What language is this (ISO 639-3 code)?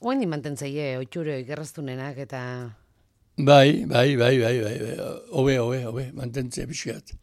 eus